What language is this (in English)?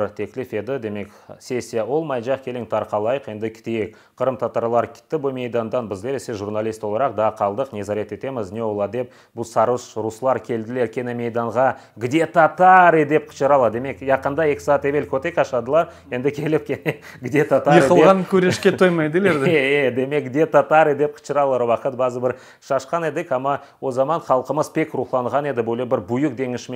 Crimean Tatar